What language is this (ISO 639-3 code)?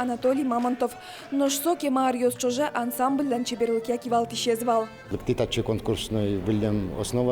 udm